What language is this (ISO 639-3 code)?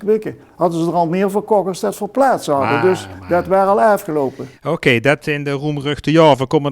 lim